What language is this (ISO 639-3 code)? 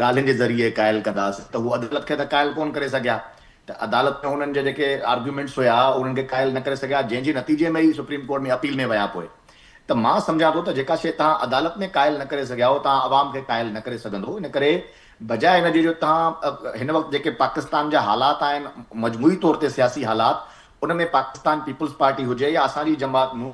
snd